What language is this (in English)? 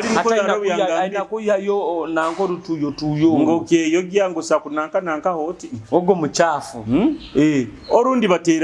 Nyoro